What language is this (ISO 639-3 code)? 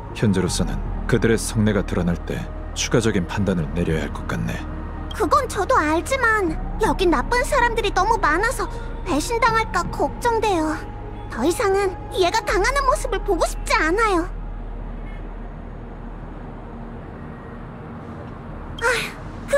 kor